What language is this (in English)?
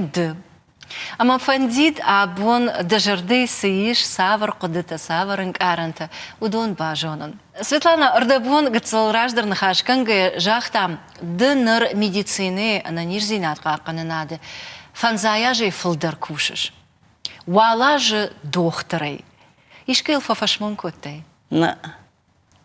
Ossetic